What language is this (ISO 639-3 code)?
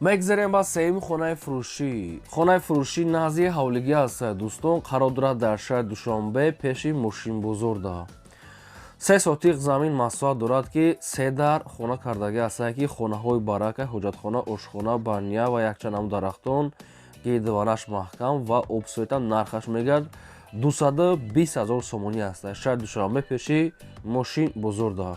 tgk